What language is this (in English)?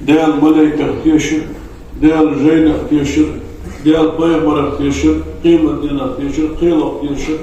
Ingush